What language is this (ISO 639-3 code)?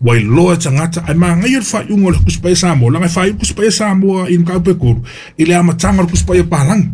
smo